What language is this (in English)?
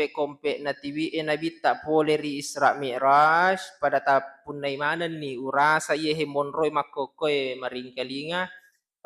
Buginese